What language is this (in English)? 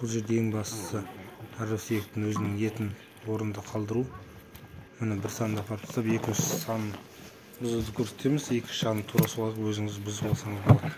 Kazakh